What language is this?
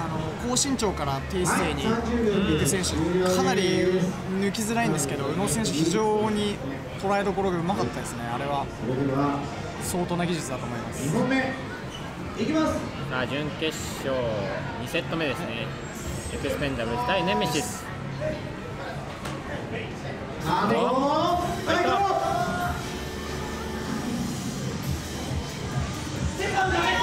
Japanese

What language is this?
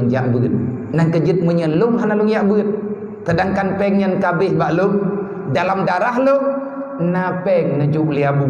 Achinese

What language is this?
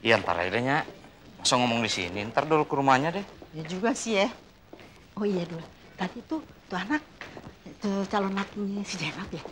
Betawi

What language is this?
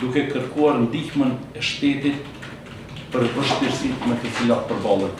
Albanian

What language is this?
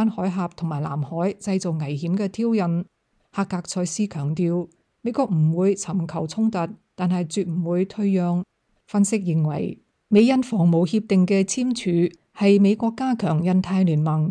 Cantonese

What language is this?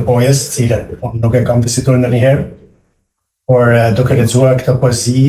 Albanian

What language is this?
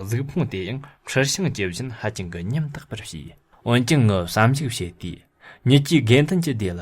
Tibetan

